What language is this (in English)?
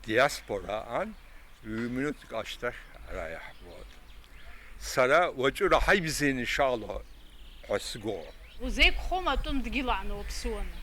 Abkhazian